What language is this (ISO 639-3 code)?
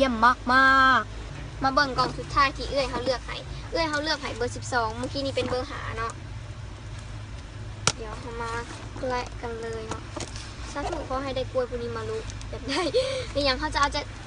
lao